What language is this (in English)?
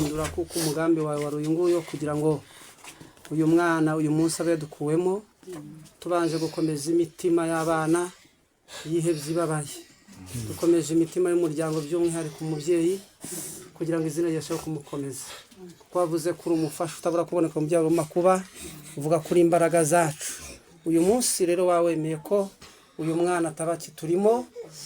Kinyarwanda